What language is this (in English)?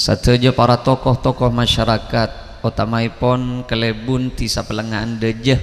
Madurese